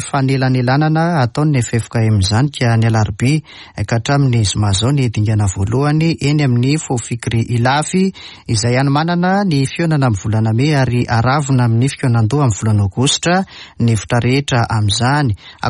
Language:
Malagasy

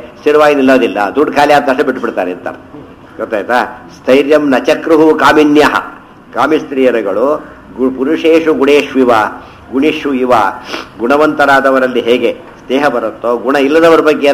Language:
Kannada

